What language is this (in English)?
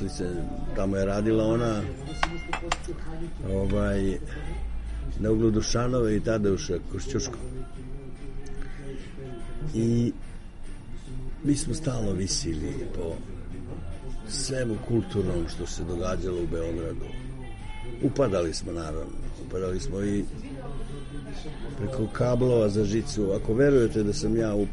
Serbian